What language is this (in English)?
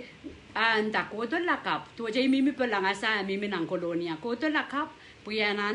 Pohnpeian